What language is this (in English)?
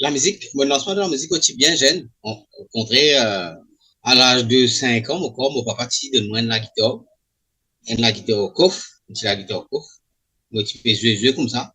Morisyen